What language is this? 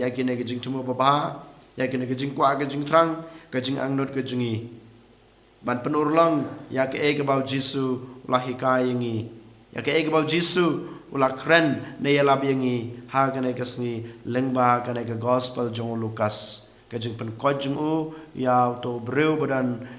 Khasi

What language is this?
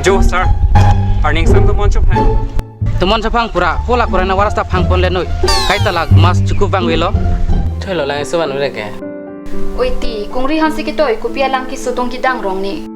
Karbi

